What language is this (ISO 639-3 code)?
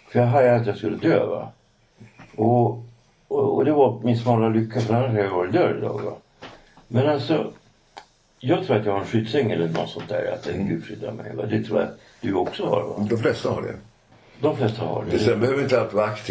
swe